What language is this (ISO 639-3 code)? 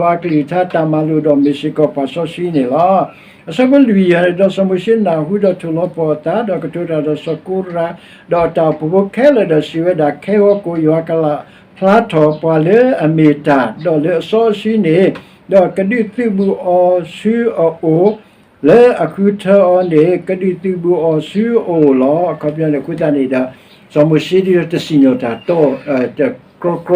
ksw